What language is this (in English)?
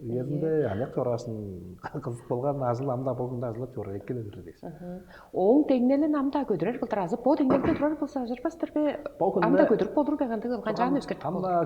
Tuvinian